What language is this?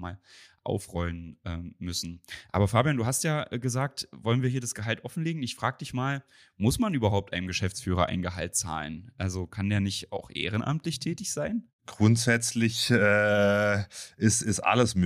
German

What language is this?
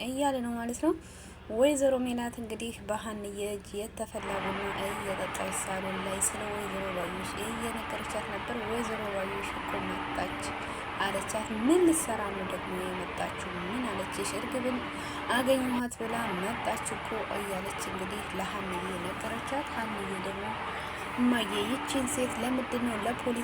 Amharic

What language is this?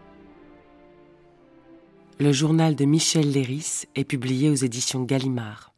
French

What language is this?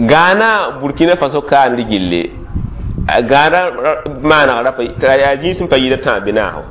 Mossi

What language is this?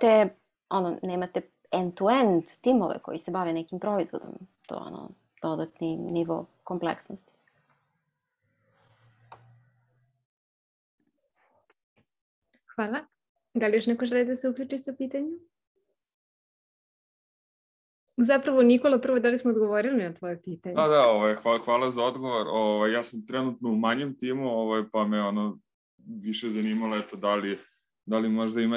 Serbian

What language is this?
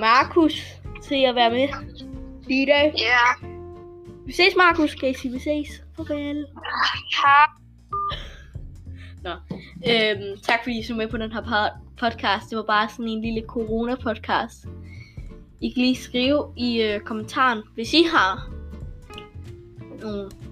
Danish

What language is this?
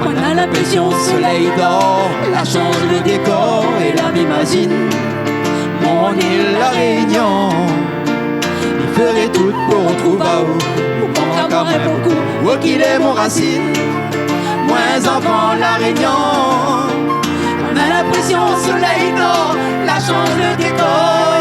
Réunion Creole French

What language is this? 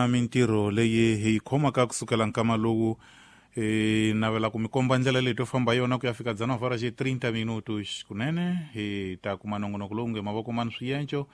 Tsonga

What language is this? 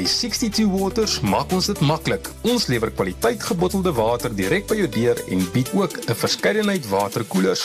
Afrikaans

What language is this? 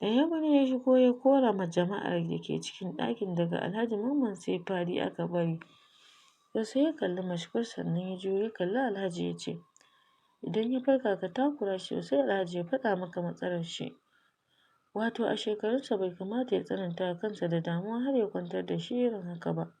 Hausa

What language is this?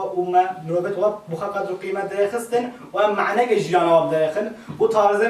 Kurdish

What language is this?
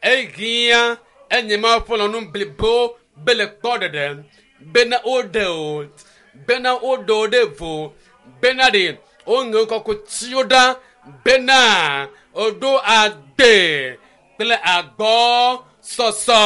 Ewe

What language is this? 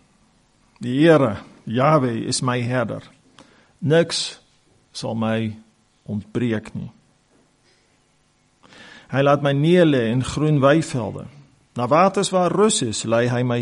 Afrikaans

